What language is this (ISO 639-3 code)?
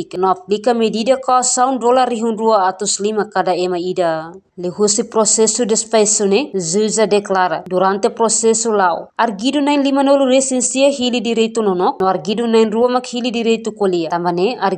tet